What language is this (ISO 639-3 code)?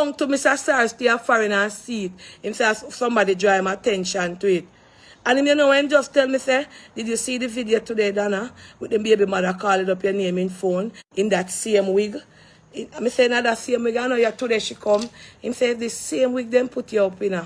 jam